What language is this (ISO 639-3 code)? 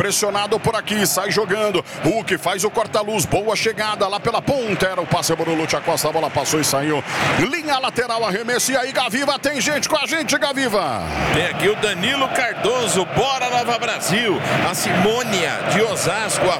por